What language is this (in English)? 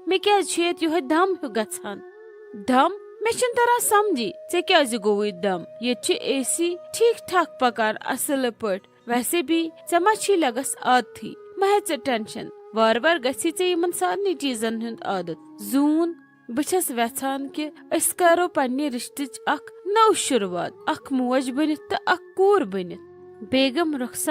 Kashmiri